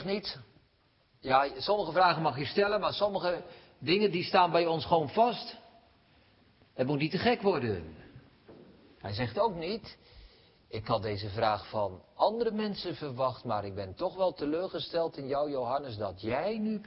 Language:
Dutch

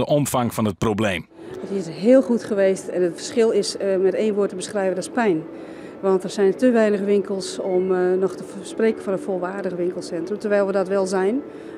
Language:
Western Frisian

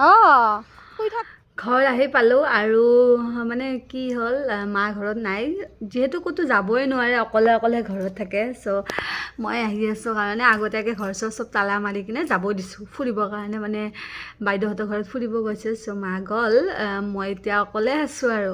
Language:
Assamese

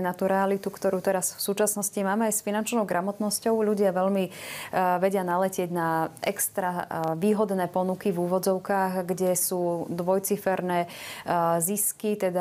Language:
Slovak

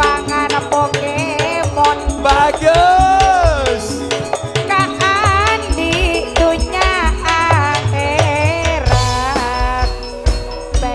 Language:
Madurese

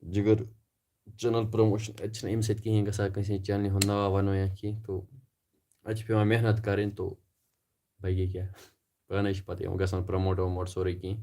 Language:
Kashmiri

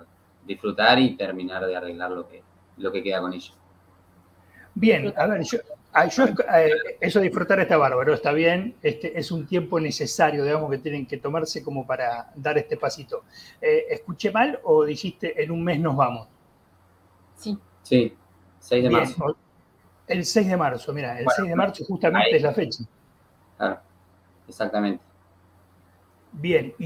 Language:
Spanish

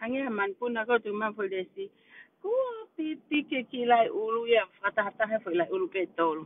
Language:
Tongan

